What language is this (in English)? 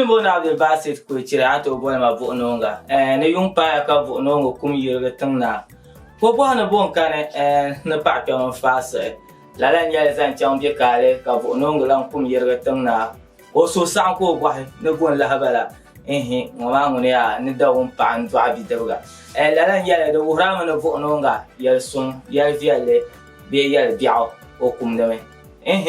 Dagbani